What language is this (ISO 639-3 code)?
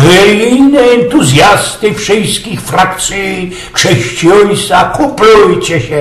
szl